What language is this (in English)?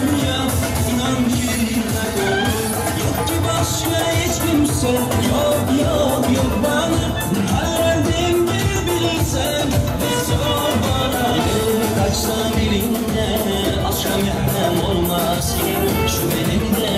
Turkmen